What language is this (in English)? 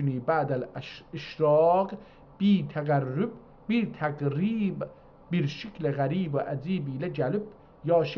South Azerbaijani